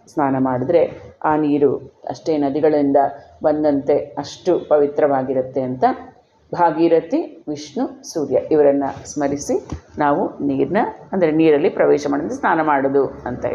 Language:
Kannada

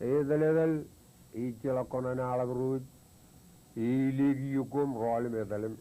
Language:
Marshallese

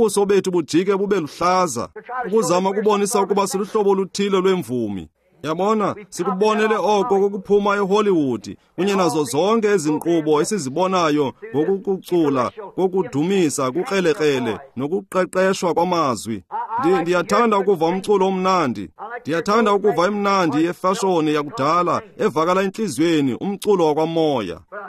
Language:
Xhosa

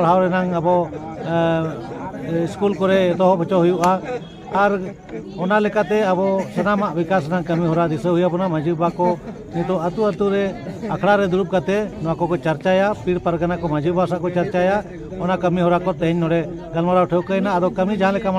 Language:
Santali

